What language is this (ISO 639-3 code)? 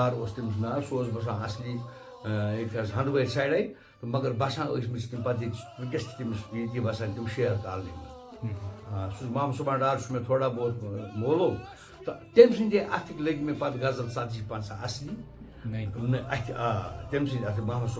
kas